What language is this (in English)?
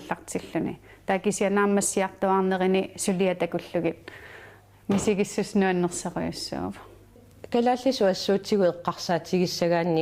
Kalaallisut